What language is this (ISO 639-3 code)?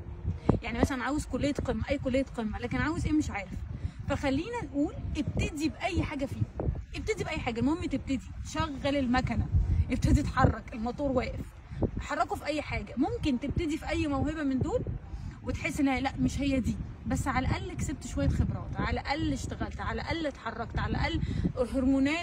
arz